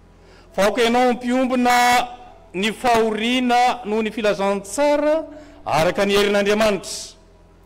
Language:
Malagasy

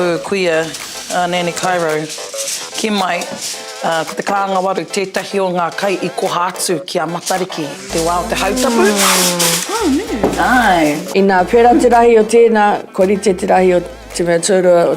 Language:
Māori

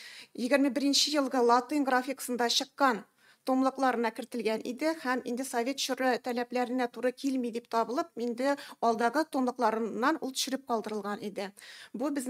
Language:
Tatar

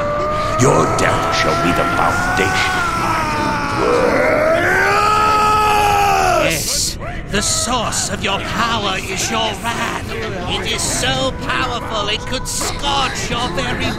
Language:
English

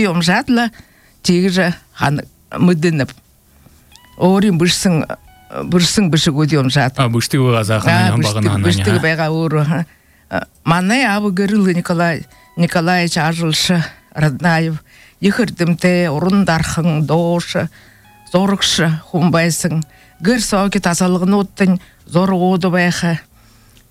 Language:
Buriat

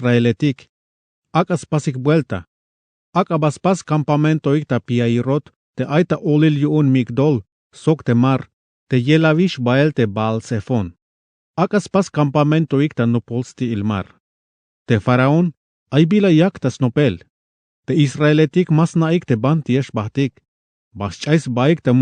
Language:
Tzeltal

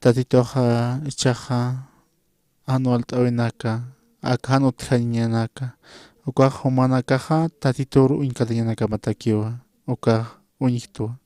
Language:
Aymara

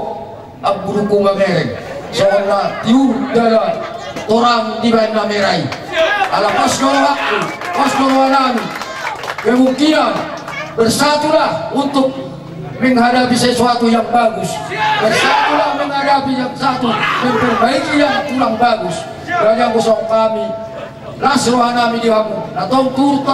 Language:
Batak Toba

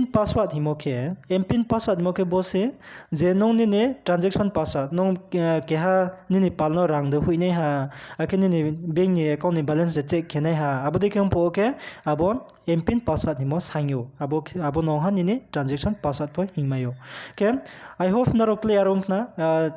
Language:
Riang (India)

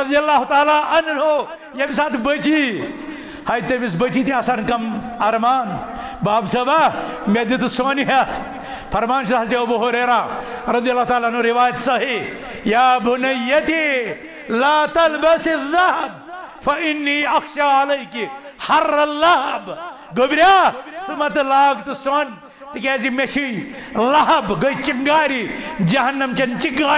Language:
Kashmiri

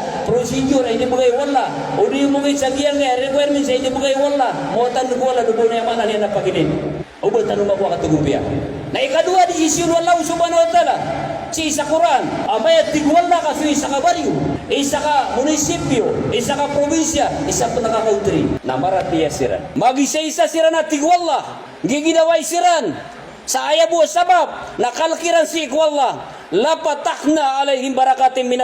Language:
Maranao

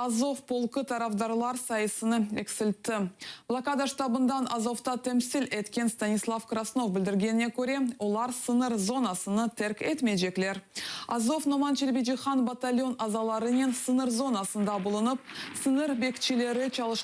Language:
Crimean Tatar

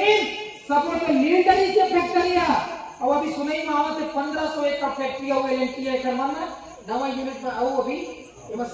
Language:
Chhattisgarhi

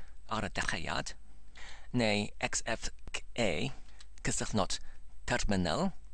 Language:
Welsh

